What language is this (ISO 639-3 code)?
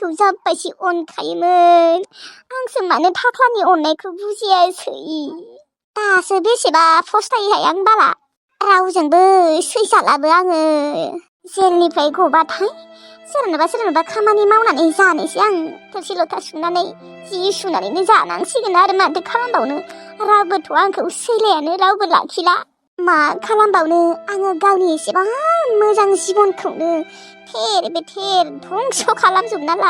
brx